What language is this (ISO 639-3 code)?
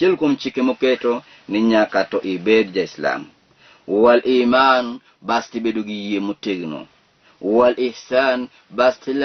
luo